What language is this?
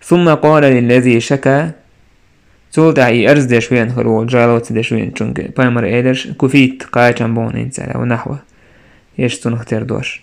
Chechen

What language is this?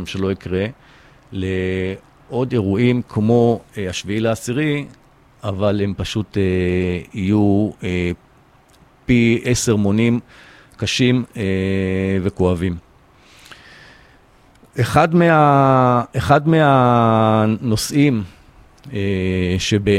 Hebrew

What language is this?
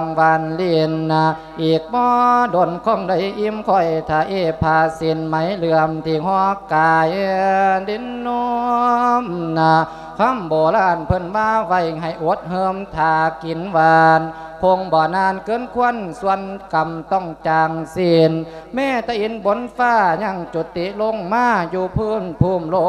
Lao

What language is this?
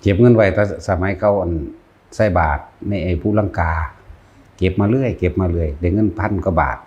Lao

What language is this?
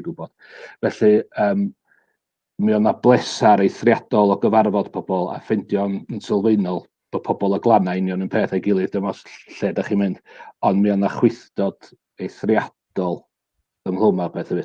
Welsh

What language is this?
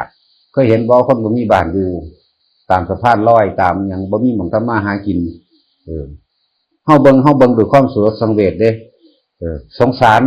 Northeastern Thai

